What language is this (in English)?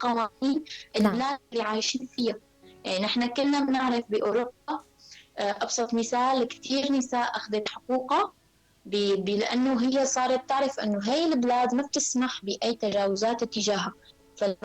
North Levantine Arabic